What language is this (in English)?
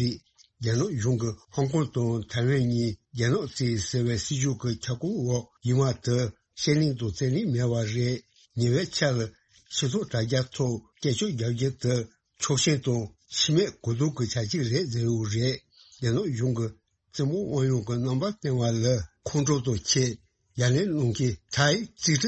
Tibetan